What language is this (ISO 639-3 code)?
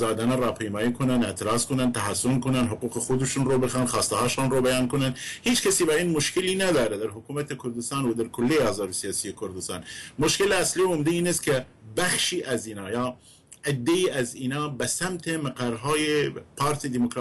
fas